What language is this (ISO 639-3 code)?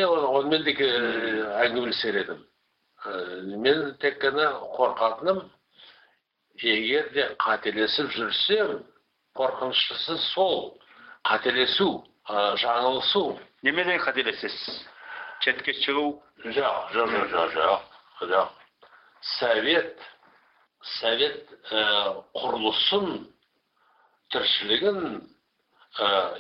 kaz